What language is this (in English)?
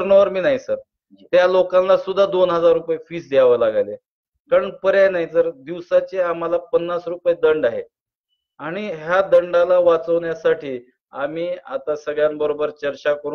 Marathi